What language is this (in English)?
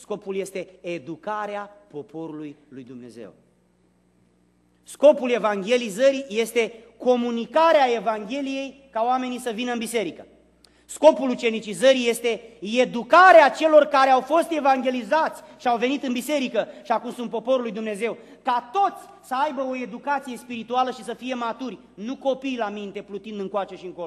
Romanian